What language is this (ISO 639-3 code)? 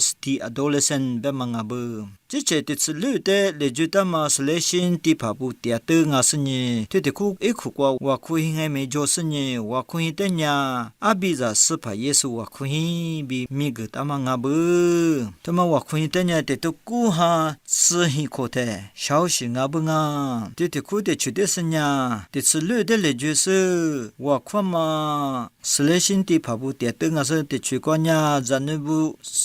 lis